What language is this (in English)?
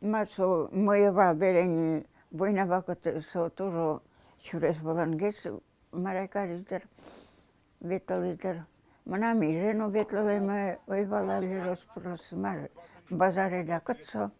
Udmurt